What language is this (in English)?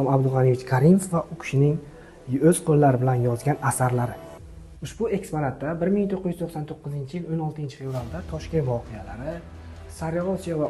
Uzbek